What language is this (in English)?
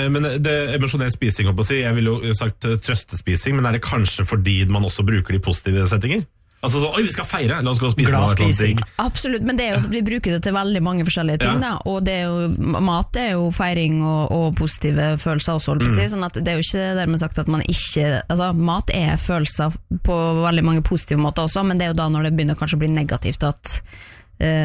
Norwegian